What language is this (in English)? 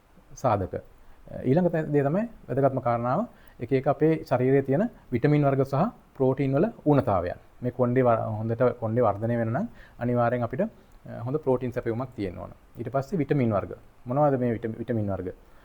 Sinhala